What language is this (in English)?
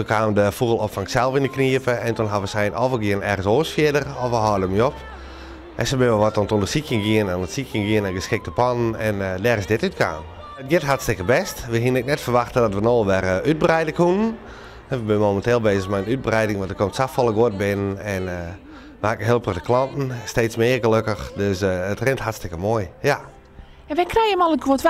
Western Frisian